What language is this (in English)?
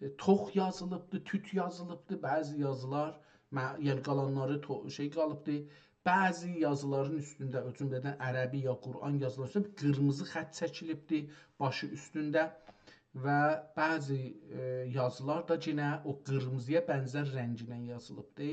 South Azerbaijani